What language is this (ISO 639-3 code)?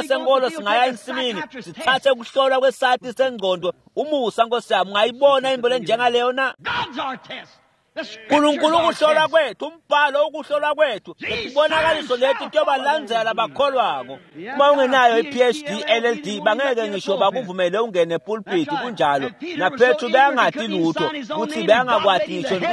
ssw